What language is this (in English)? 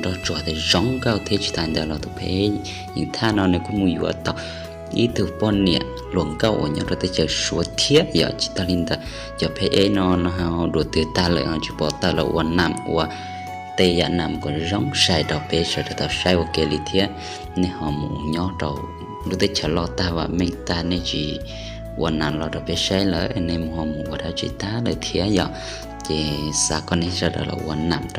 Hmong